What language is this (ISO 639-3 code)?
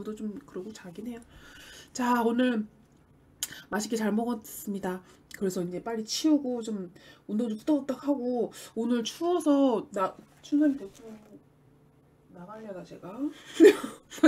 kor